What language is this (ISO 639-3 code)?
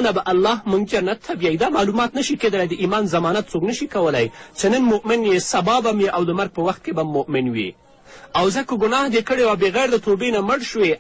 pus